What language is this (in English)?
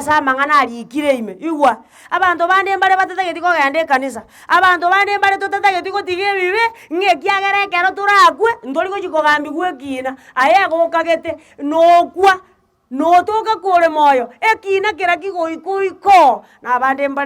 Gusii